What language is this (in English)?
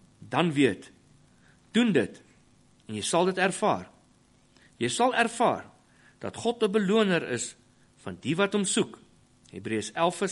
Afrikaans